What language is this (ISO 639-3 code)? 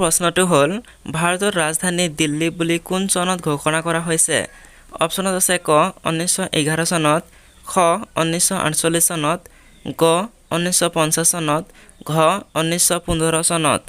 asm